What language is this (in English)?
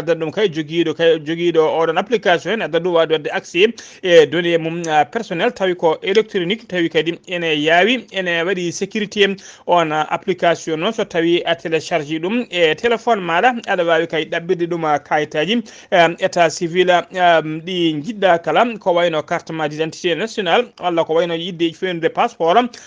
Fula